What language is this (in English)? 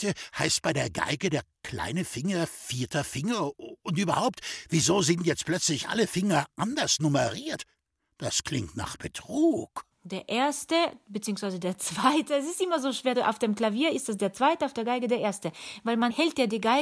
German